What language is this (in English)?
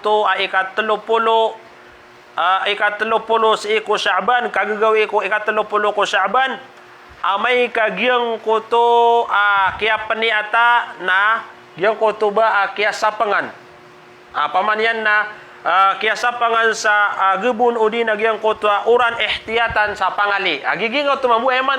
Maranao